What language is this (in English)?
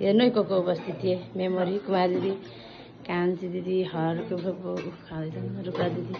Nepali